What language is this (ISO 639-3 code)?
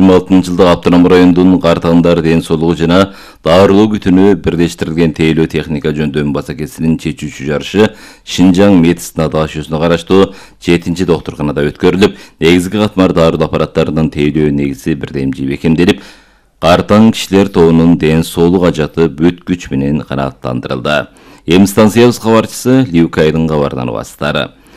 kir